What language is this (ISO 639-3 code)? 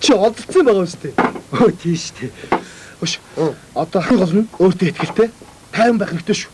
mon